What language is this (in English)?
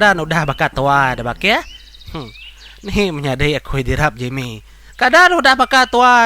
Iban